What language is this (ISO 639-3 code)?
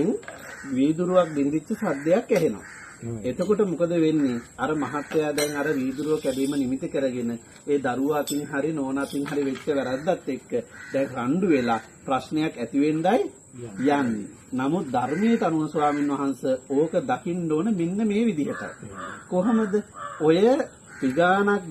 sin